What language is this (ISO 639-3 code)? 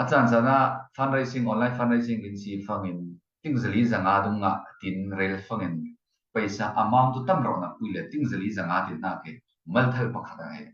cfm